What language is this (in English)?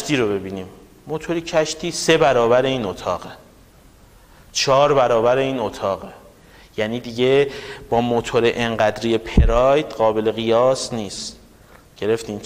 Persian